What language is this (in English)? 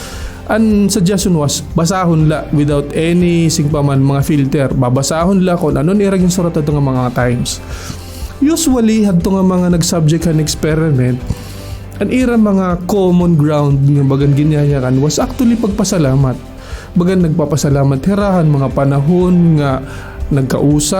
Waray